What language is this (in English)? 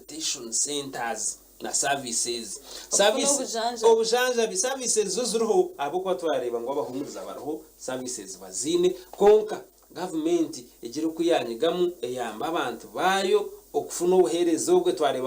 Nyankole